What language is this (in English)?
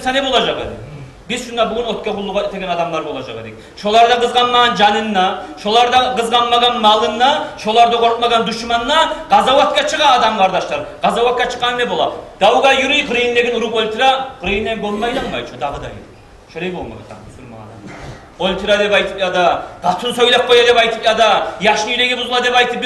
Kumyk